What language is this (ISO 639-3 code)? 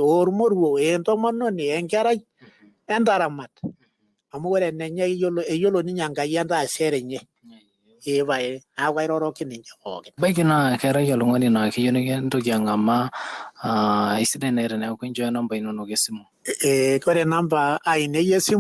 mas